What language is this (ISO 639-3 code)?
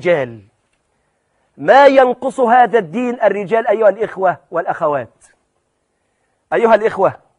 ara